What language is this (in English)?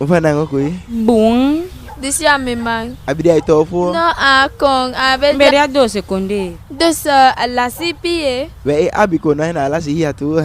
Eastern Maroon Creole